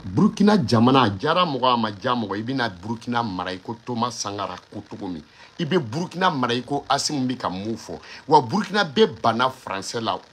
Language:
Bambara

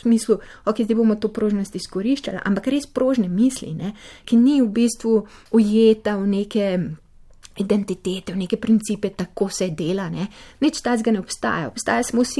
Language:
Slovenian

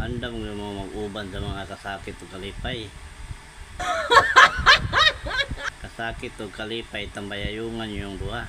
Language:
Cebuano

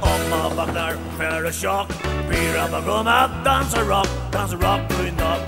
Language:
Faroese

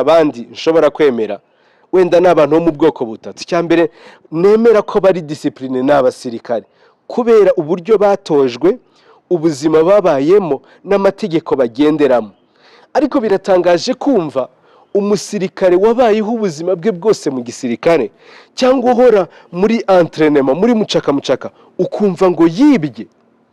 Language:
Kinyarwanda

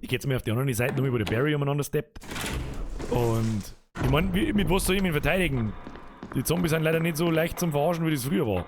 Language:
Bavarian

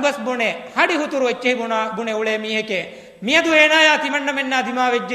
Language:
Divehi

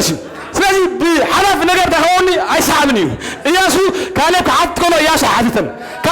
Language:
Tigrinya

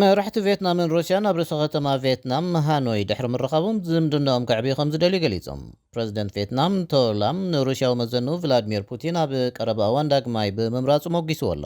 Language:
Tigrinya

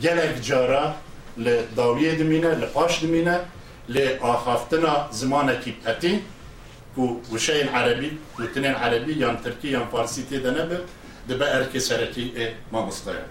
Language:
Kurdish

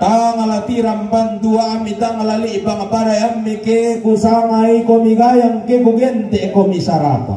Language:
Toraja-Sa'dan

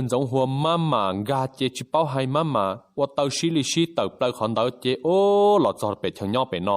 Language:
Hmong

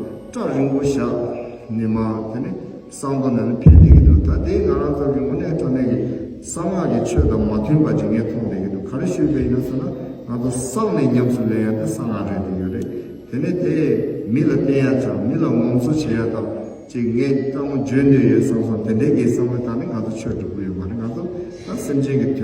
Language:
Tibetan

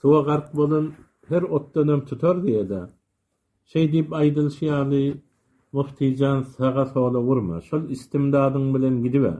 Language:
Turkmen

